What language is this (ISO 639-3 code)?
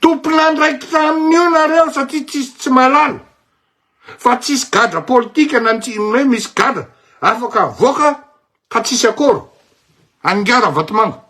mlg